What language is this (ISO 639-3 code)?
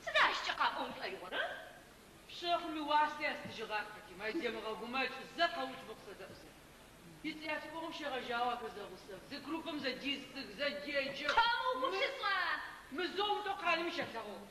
ady